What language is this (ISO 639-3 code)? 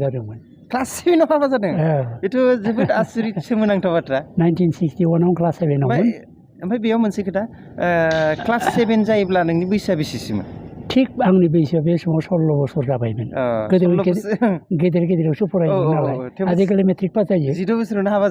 brx